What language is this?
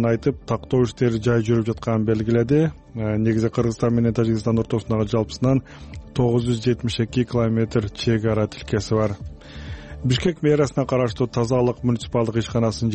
Kyrgyz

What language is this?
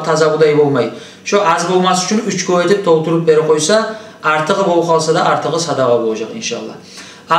Kumyk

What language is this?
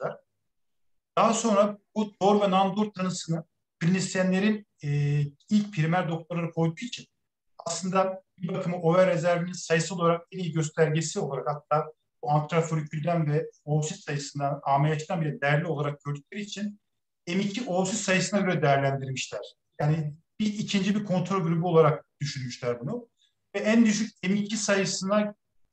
Turkish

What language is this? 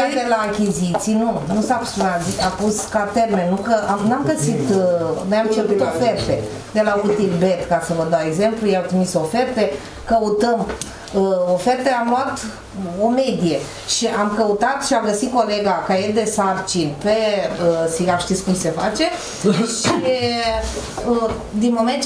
Romanian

